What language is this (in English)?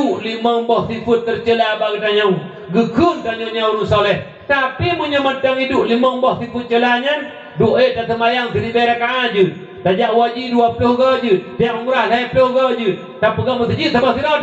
Achinese